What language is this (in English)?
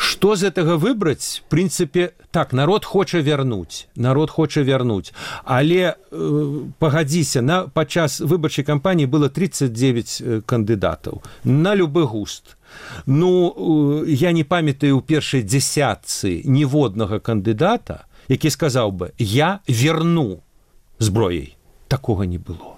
Belarusian